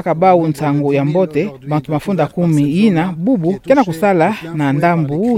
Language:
Kituba (Democratic Republic of Congo)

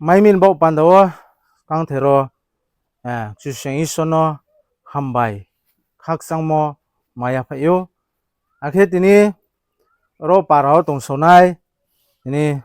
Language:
Riang (India)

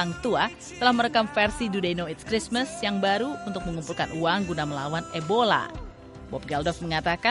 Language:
Indonesian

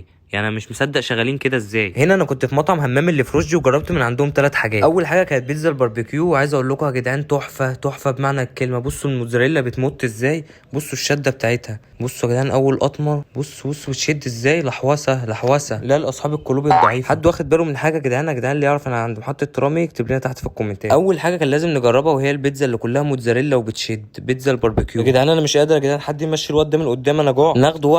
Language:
Egyptian Arabic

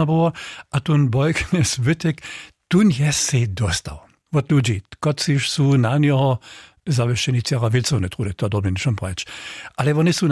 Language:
Upper Sorbian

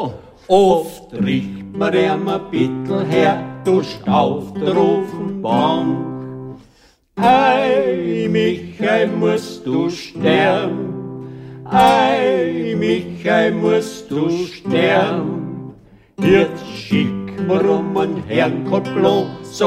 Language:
German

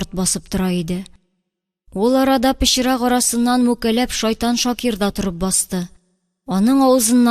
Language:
Tatar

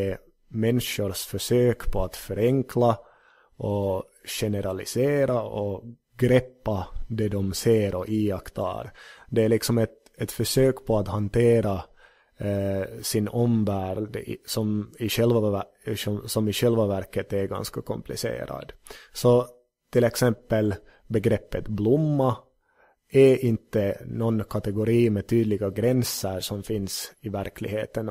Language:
Swedish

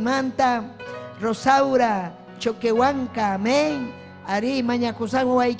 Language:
Ayacucho Quechua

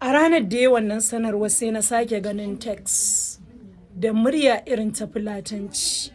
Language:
Hausa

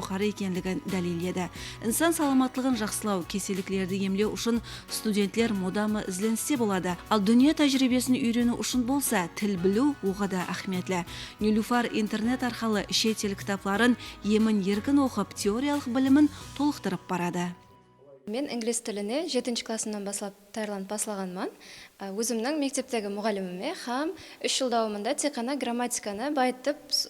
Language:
Kara-Kalpak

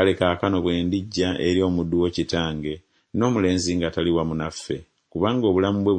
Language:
Ganda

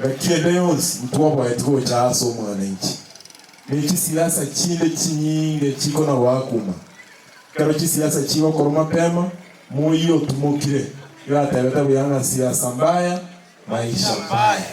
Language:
Gusii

